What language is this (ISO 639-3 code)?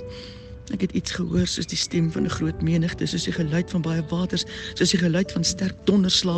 afr